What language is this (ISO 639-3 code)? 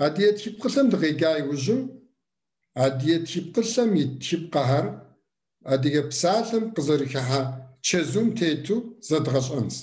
kbd